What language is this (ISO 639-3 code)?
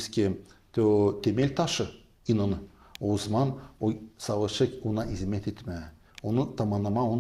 gag